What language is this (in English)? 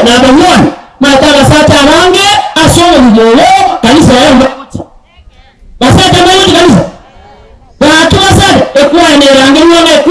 Gusii